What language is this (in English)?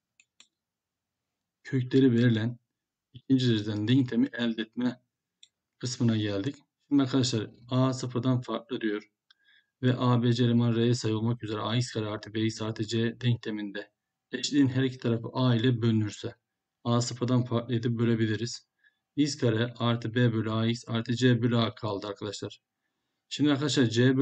Turkish